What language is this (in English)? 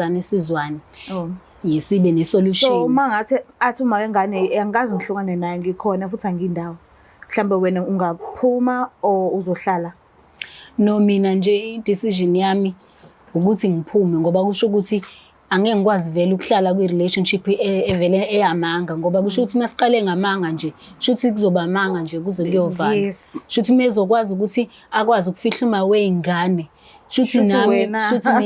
Zulu